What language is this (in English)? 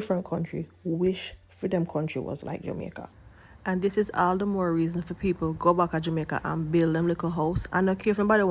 Jamaican Creole English